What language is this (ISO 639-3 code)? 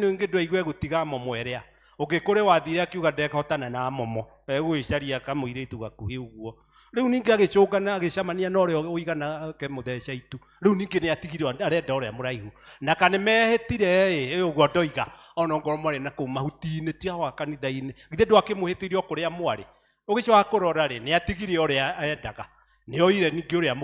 kik